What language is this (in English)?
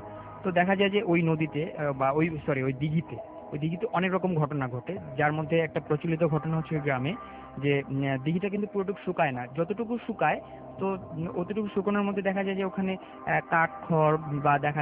Bangla